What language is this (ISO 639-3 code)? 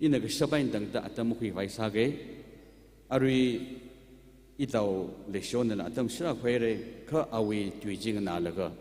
nmf